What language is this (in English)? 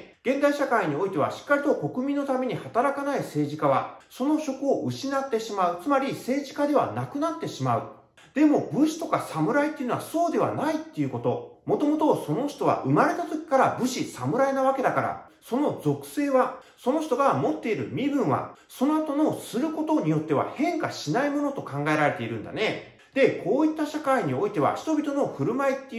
Japanese